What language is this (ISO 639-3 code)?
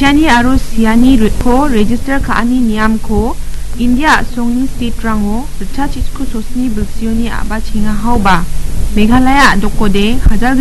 grt